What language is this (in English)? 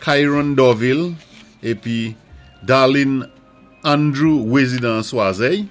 Saint Lucian Creole French